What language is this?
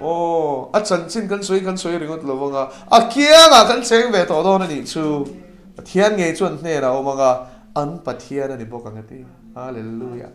Mizo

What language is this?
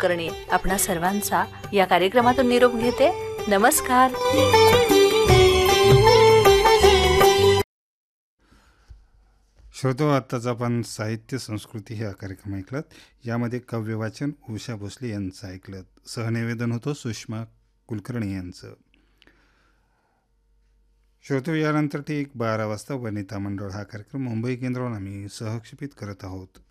Marathi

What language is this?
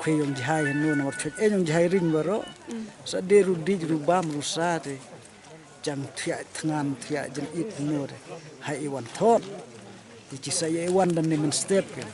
Khasi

